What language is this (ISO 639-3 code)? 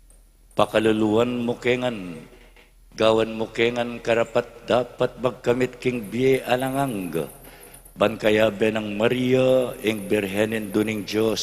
pam